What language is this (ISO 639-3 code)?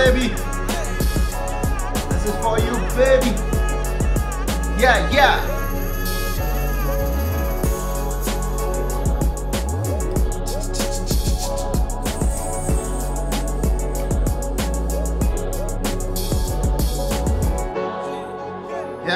pan